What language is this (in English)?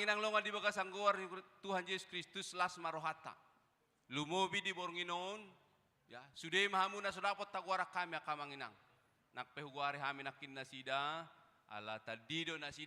Batak Toba